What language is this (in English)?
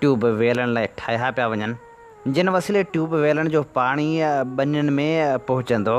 Sindhi